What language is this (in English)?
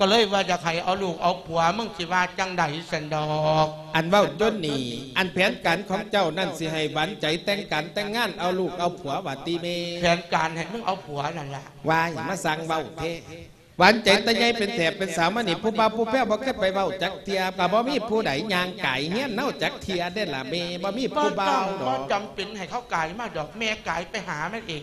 Lao